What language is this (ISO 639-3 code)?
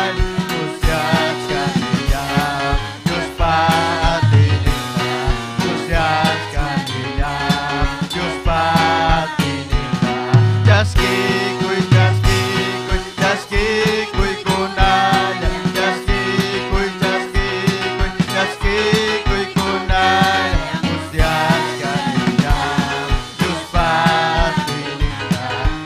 quy